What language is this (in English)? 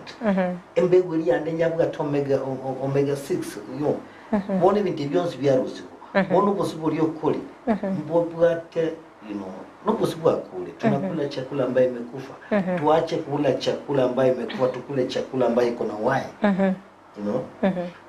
Gusii